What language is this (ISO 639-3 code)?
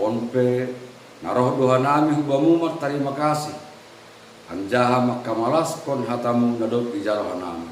bts